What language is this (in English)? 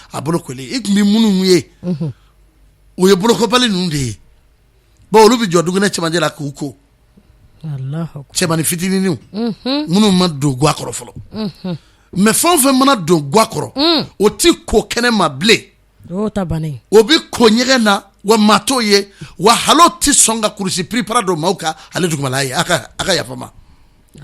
Bambara